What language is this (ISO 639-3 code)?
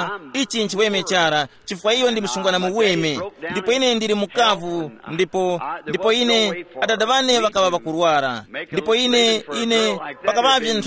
tum